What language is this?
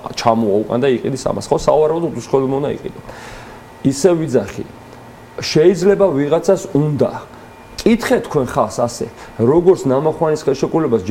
Georgian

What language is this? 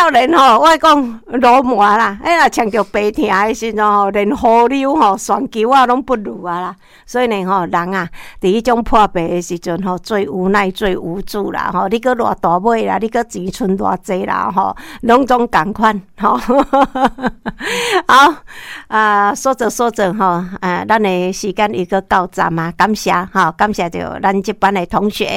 Min Nan Chinese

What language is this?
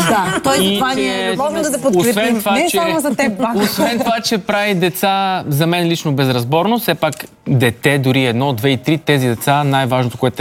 Bulgarian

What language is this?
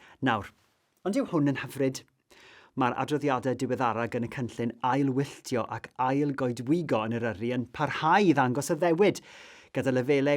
Welsh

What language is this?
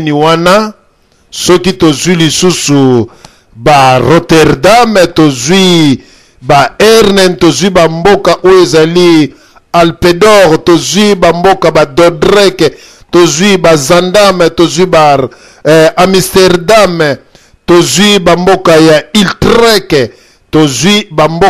Lingala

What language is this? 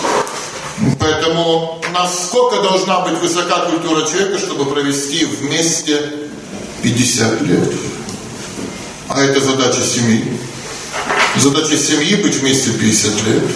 Russian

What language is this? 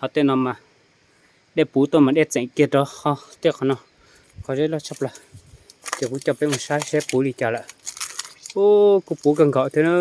Hmong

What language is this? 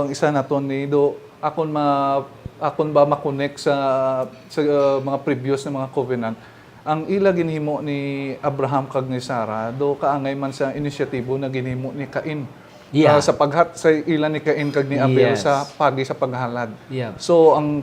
Hiligaynon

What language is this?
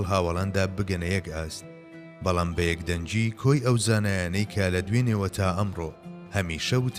Central Kurdish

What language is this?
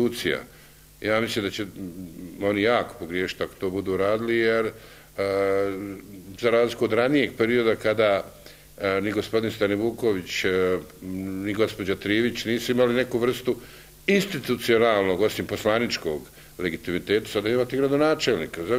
Bosnian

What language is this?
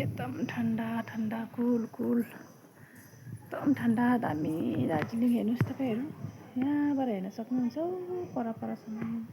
Nepali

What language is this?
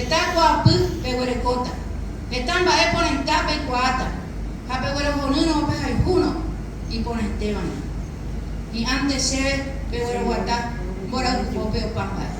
Guarani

